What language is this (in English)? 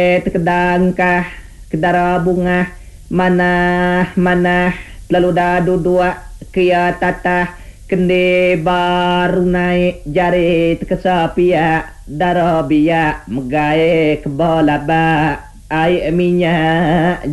Iban